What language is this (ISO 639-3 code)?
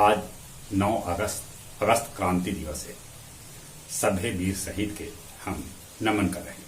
mag